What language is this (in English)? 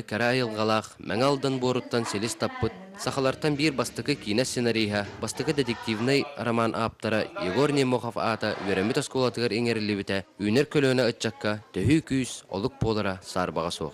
Yakut